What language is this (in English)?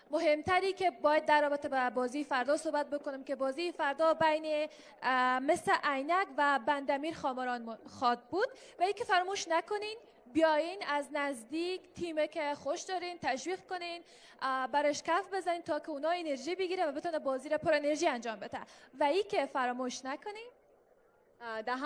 Pashto